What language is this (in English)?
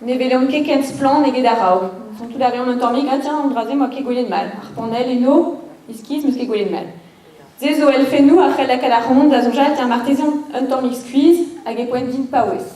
Breton